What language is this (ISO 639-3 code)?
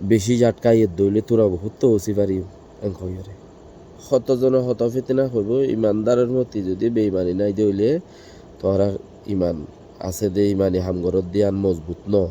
rhg